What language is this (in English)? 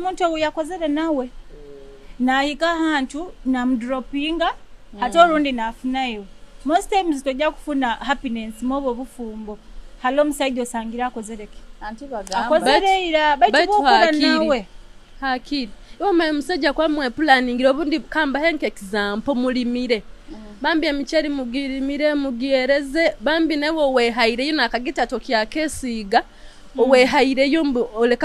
Nyoro